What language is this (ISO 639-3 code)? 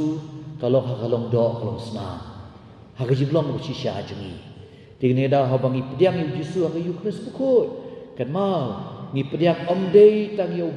kha